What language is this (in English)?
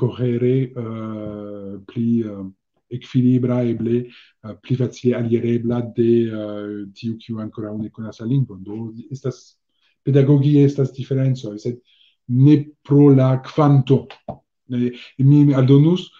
Esperanto